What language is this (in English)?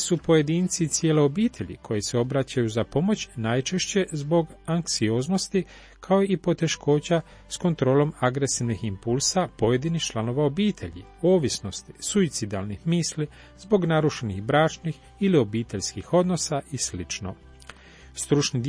Croatian